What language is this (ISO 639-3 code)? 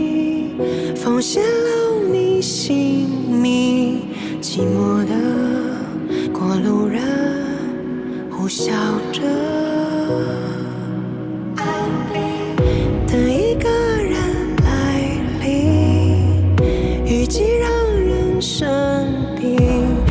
zho